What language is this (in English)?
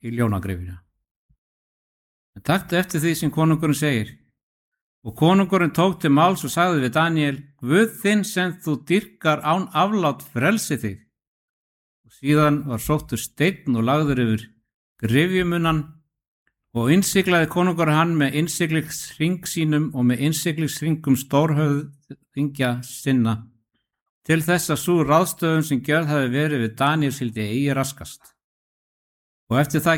Icelandic